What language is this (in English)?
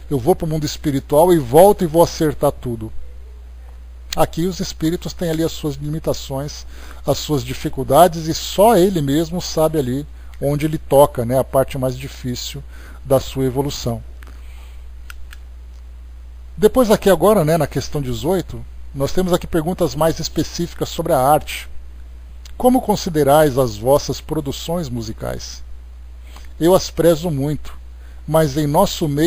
Portuguese